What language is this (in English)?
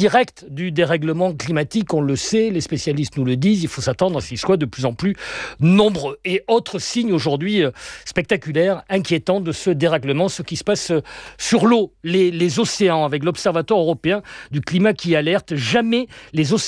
French